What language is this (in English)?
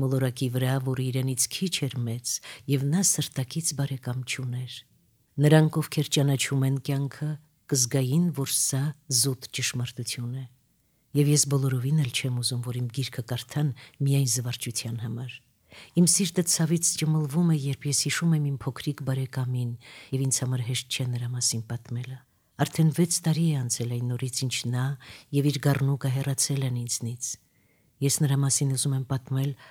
Armenian